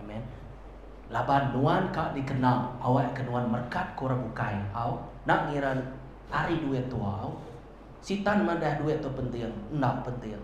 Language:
Iban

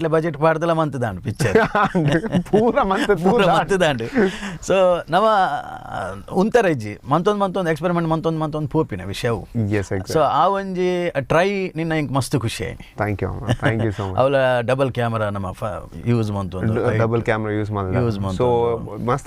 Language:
Tulu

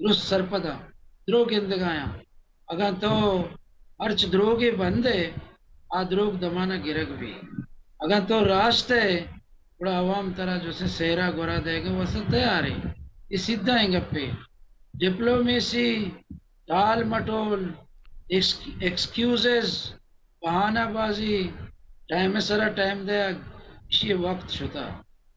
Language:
Baluchi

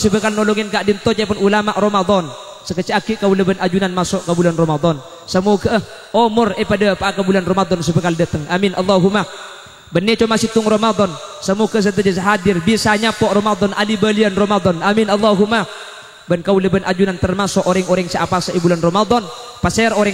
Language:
Madurese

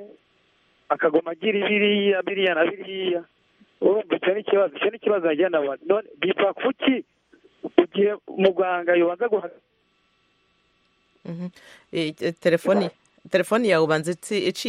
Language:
Kinyarwanda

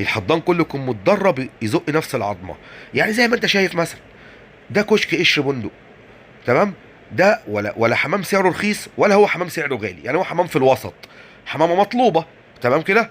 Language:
Egyptian Arabic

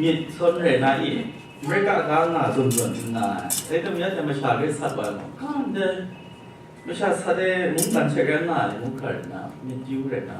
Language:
Kachin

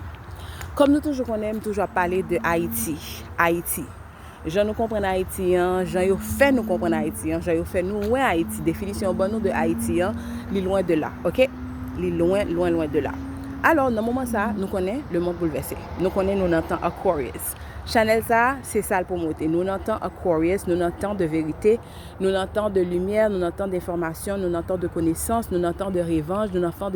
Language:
Haitian Creole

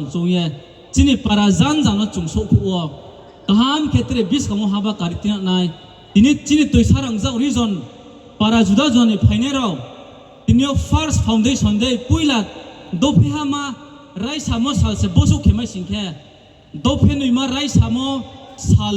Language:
Riang (India)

